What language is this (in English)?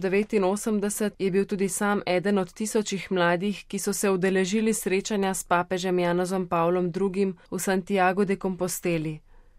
Slovenian